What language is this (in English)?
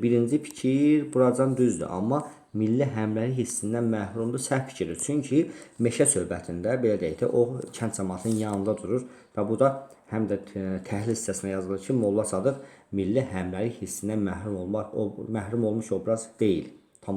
Azerbaijani